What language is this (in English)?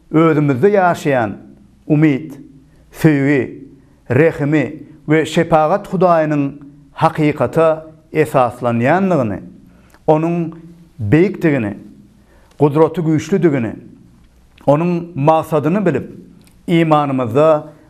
Turkmen